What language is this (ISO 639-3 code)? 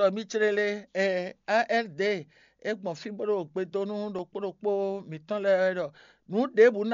fon